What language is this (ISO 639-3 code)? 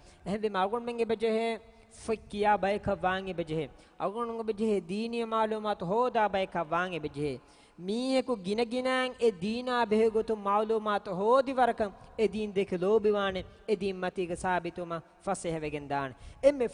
div